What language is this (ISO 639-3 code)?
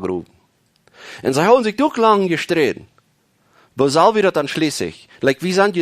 pdt